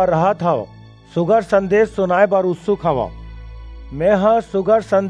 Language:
Chhattisgarhi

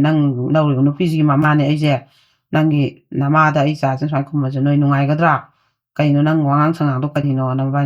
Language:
Manipuri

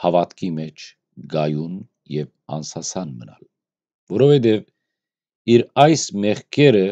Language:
Western Armenian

